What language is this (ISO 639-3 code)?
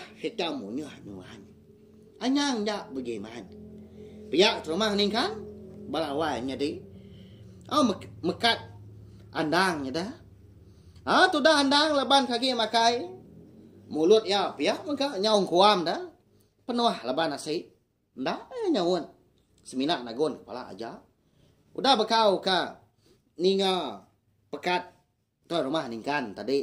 iba